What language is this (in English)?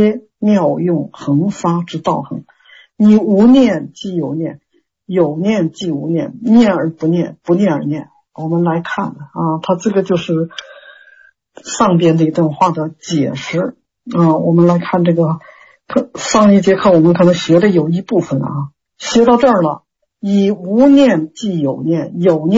Chinese